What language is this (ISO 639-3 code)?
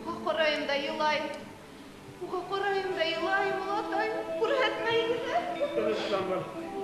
bak